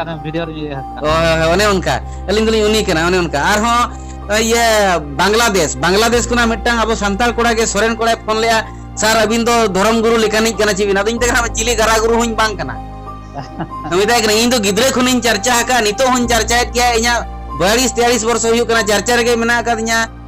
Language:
Santali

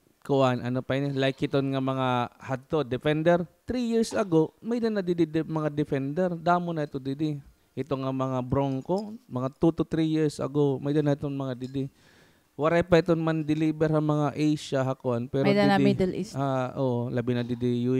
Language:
Waray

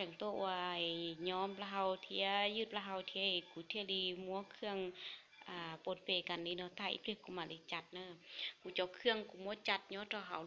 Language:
Hmong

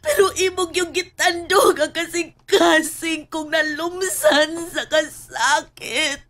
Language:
Cebuano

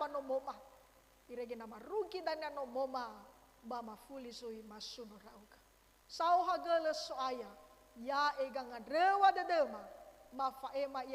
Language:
Nias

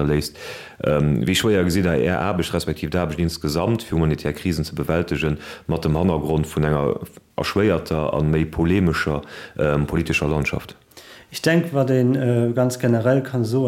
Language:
Luxembourgish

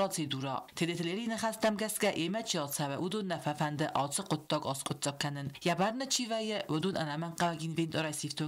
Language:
Ossetic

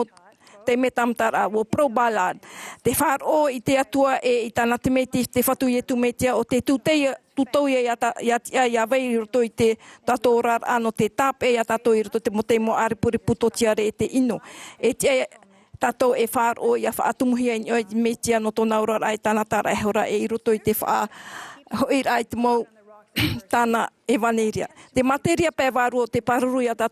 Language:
Tahitian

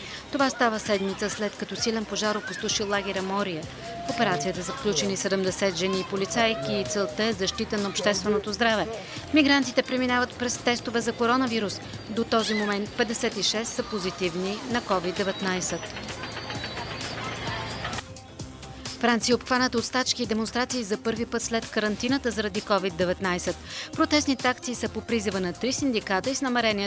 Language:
Bulgarian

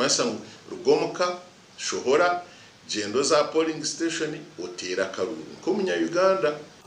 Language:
Nyankole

